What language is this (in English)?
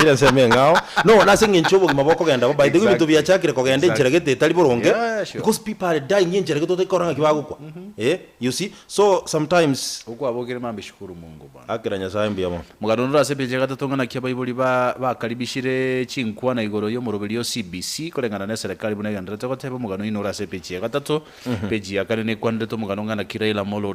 Gusii